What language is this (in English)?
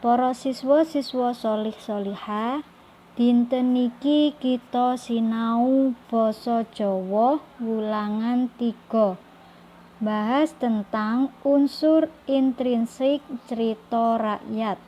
Javanese